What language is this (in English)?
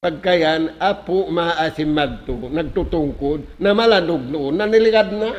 Tausug